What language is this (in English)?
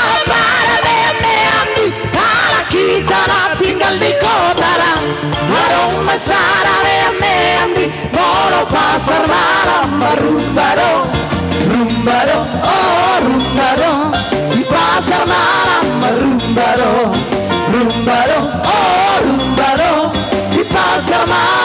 Batak Toba